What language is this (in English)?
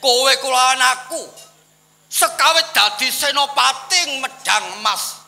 Javanese